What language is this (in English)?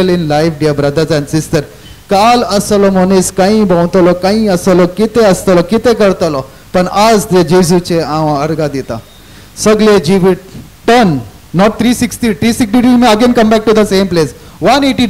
Konkani